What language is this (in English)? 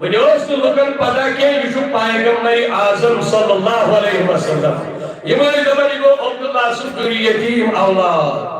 Kashmiri